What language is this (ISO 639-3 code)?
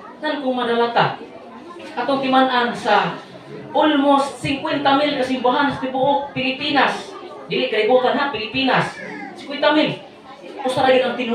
ceb